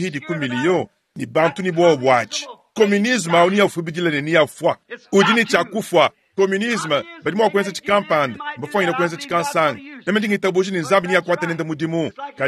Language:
Luba-Lulua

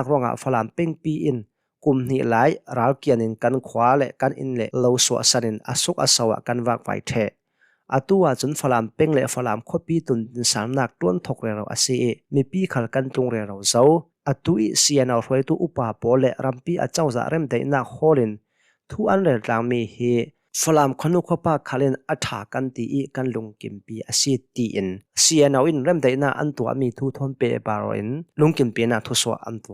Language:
Hakha Chin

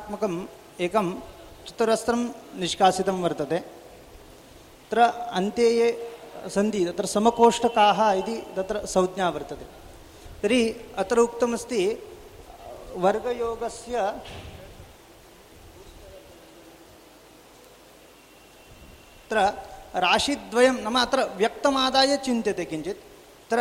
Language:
Sanskrit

